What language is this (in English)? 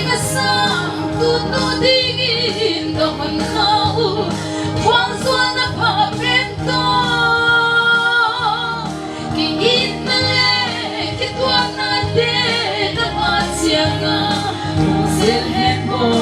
Paite Chin